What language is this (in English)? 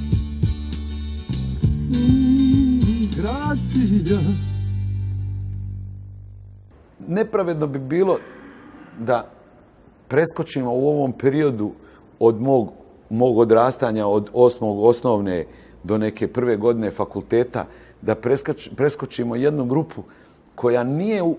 Serbian